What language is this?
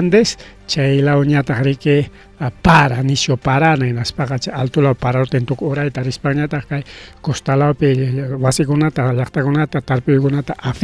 Ayacucho Quechua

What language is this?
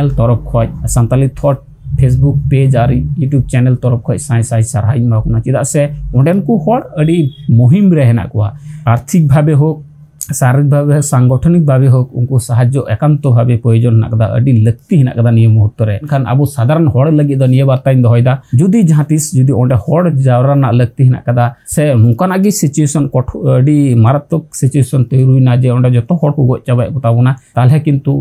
Santali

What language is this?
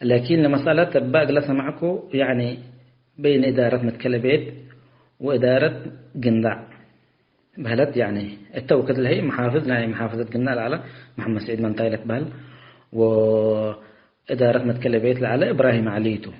Tigre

